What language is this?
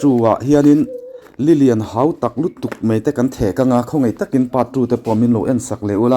Mizo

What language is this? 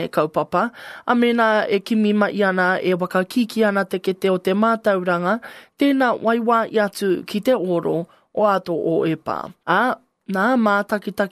Māori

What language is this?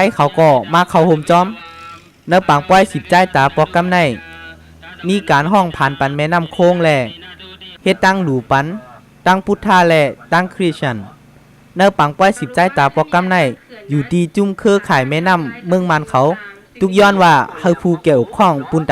Shan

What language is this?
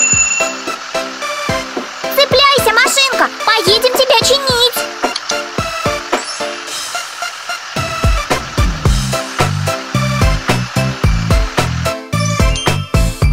Russian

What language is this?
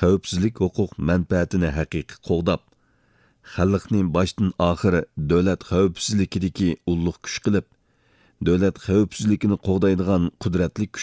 Uyghur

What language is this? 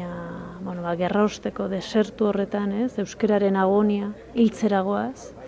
Basque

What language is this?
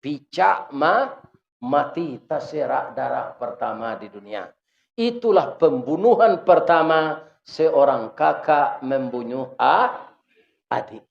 Minangkabau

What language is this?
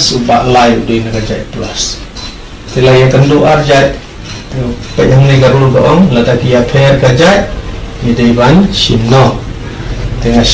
Khasi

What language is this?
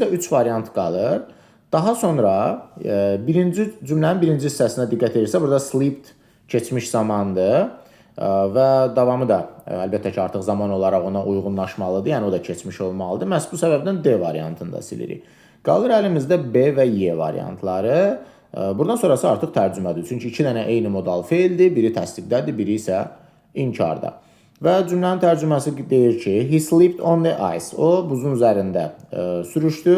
Azerbaijani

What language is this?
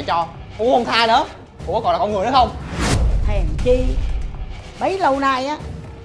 Vietnamese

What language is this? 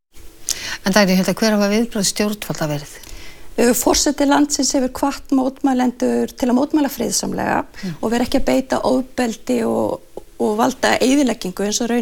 Icelandic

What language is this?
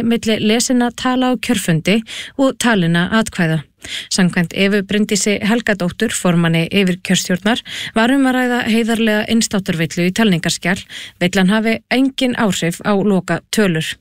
Icelandic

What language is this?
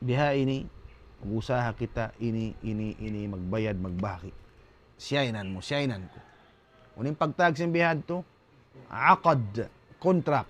Tausug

